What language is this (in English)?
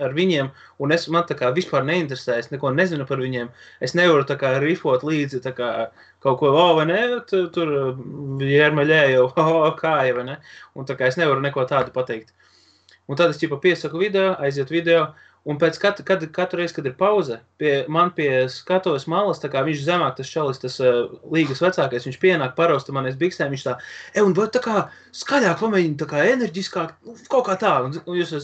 Latvian